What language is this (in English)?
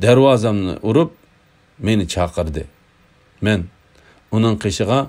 Uyghur